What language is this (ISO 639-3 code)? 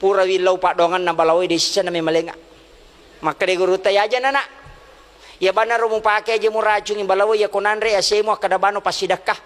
bug